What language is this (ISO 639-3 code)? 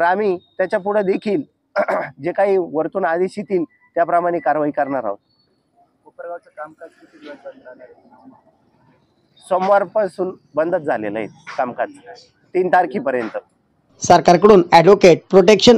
mar